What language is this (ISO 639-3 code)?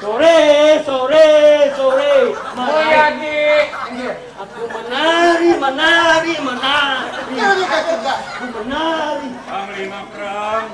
bjn